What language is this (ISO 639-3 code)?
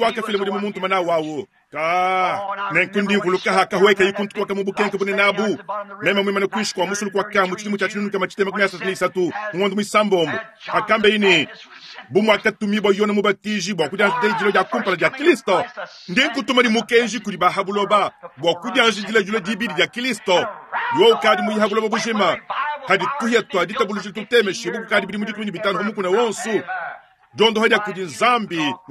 lua